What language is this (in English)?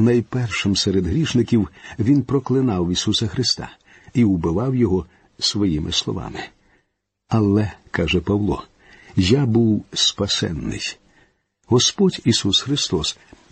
Ukrainian